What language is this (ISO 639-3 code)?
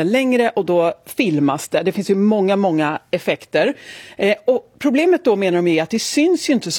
swe